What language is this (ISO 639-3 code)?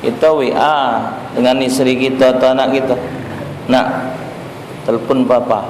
mui